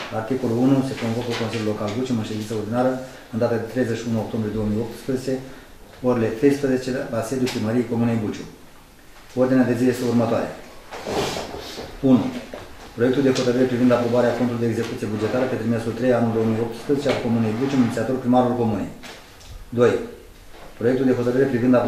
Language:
Romanian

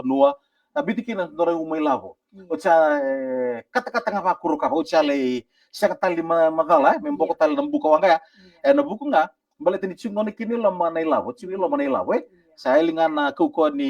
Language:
Fijian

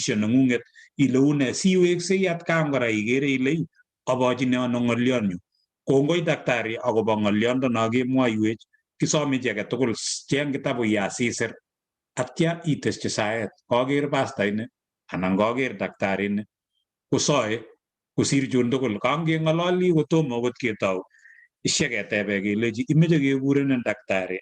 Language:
Kalenjin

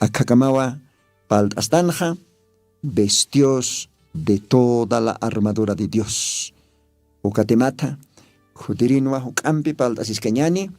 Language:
Aymara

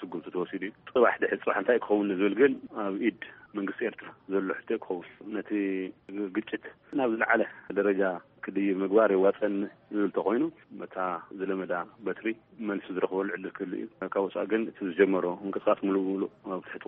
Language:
Tigrinya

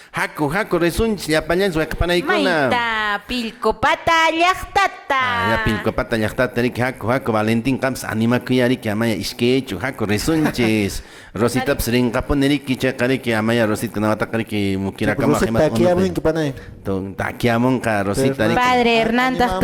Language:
Quechua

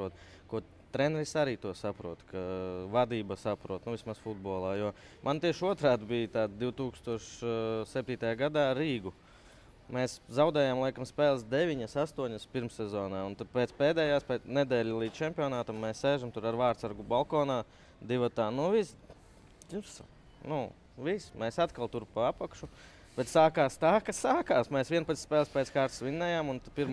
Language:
Latvian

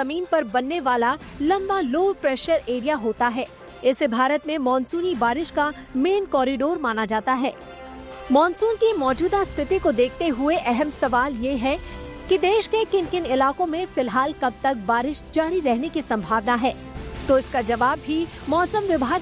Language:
Hindi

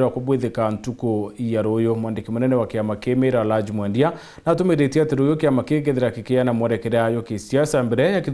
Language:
Meru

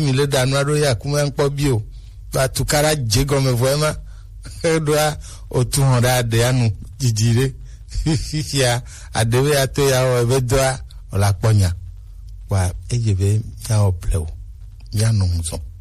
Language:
Gen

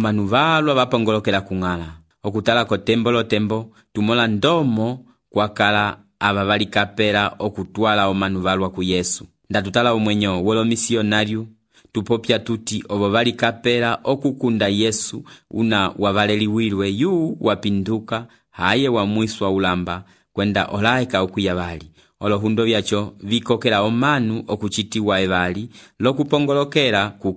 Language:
Umbundu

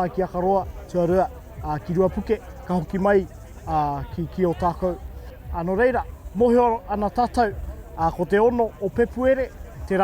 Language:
Māori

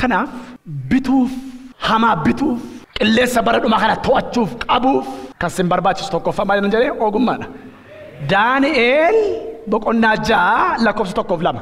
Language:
Oromo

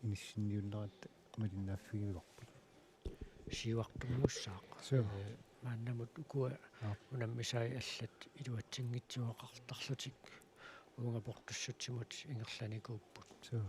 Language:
Kalaallisut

